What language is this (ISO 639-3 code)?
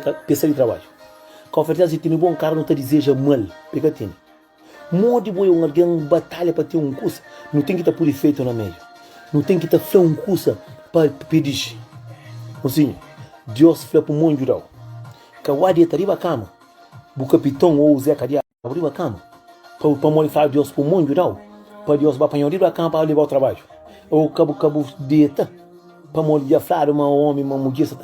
kea